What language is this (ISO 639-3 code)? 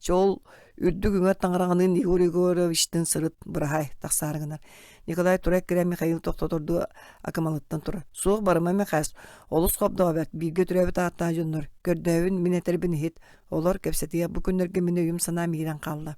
sah